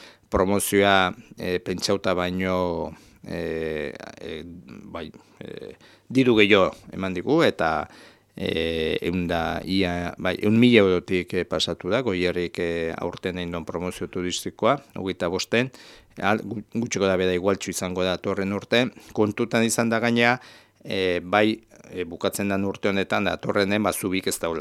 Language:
Basque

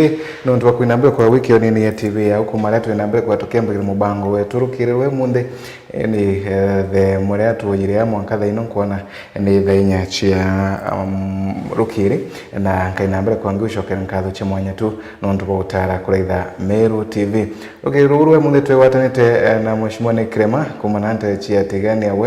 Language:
Meru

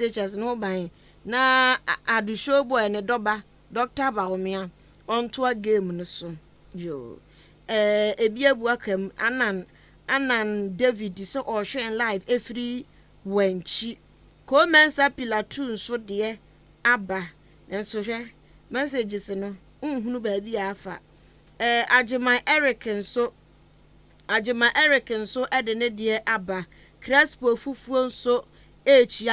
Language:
Akan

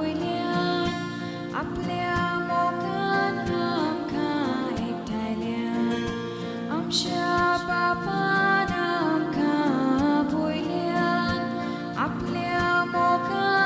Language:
Konkani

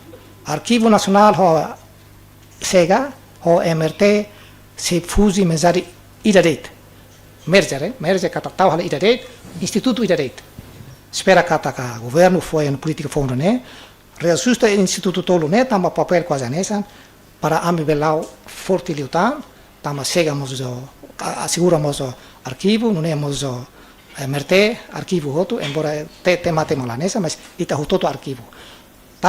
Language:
Tetum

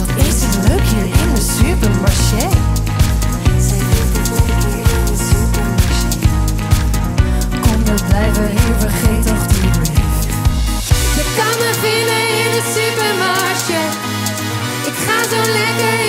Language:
Dutch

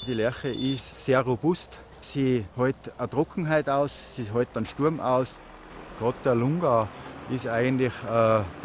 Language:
German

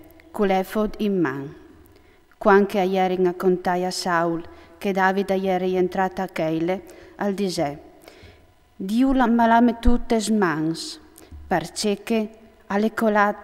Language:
Friulian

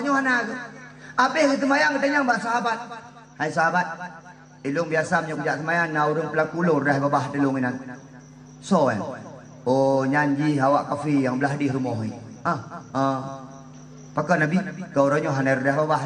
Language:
Achinese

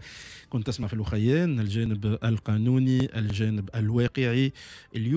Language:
Tunisian Arabic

